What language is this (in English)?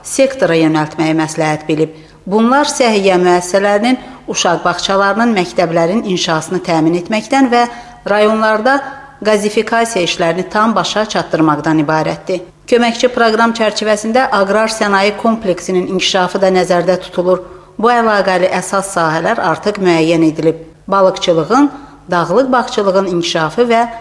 Azerbaijani